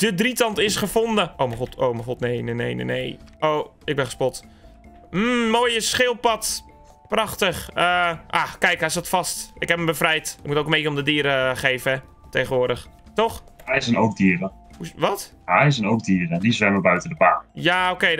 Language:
Dutch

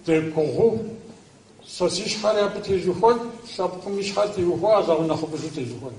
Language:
Kabardian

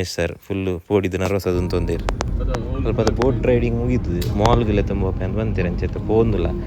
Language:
Tulu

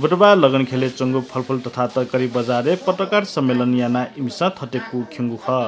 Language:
Newari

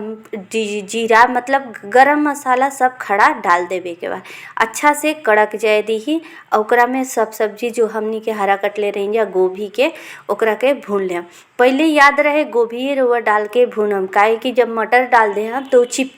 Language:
Bhojpuri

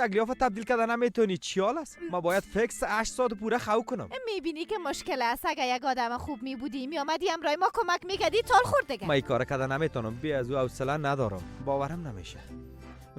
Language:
Persian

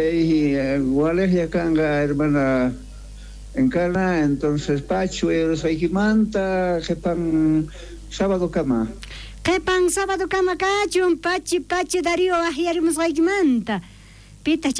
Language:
South Bolivian Quechua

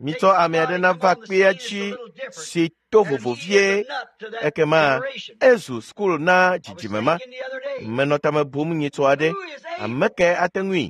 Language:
Ewe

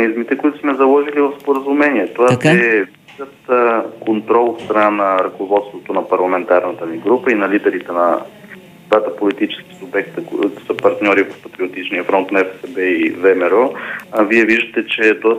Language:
Bulgarian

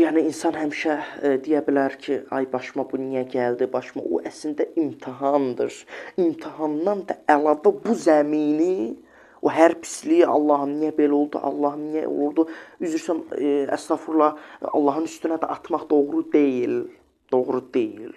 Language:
Azerbaijani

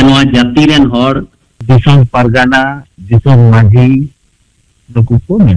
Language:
Santali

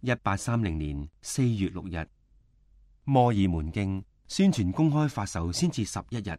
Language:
Cantonese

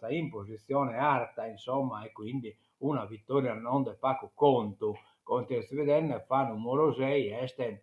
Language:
Sardinian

